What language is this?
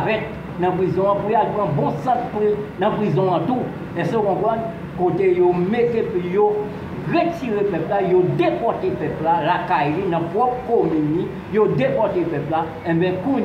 Haitian Creole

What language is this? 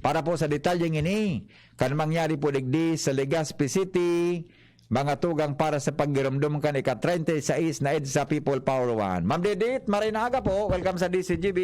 Bikol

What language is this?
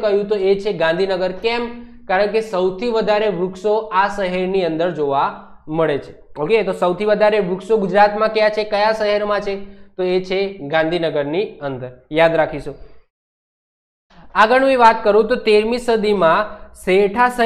Gujarati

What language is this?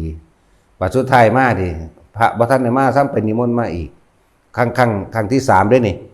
Northeastern Thai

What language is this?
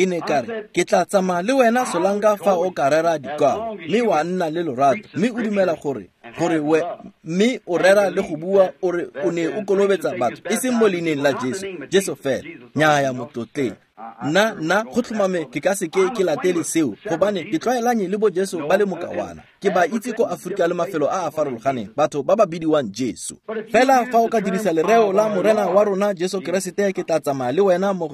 Tswana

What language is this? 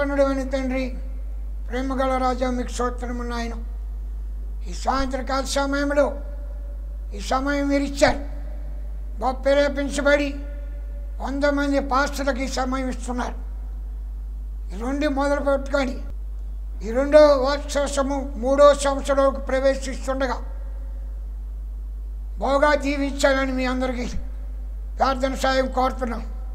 Telugu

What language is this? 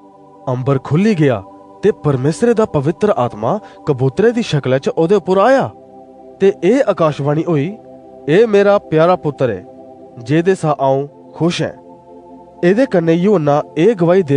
Dogri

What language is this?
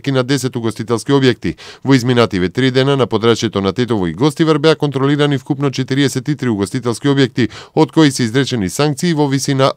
Macedonian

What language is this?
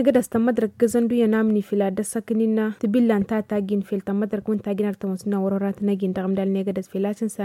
Tamasheq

